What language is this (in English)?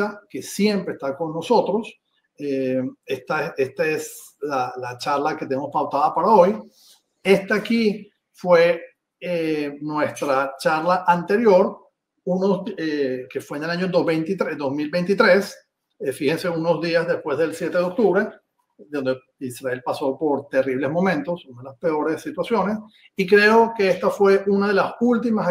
Ladino